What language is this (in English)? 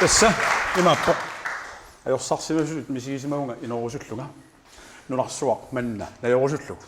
Kalaallisut